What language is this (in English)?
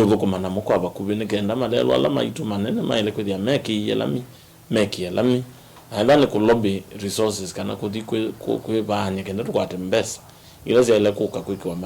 Kamba